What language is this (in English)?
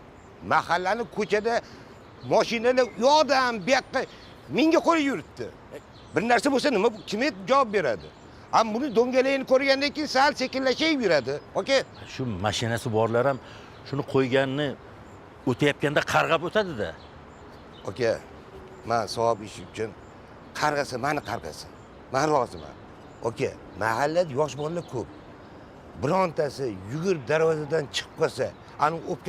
Uzbek